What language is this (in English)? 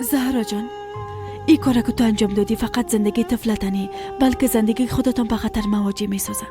Persian